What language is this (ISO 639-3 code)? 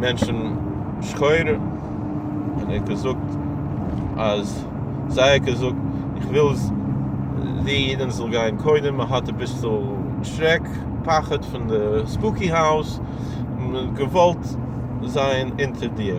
yid